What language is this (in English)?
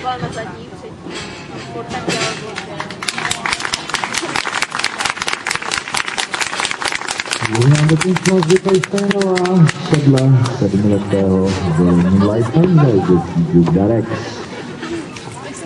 Czech